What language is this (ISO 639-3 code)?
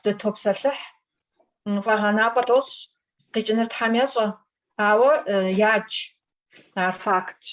kbd